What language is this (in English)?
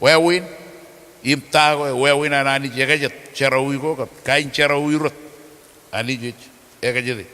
Marshallese